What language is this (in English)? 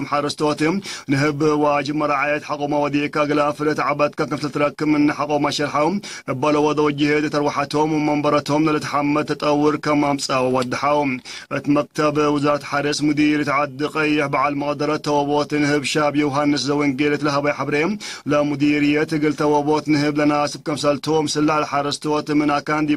Tigre